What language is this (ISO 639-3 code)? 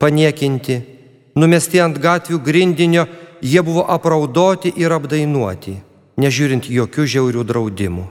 lit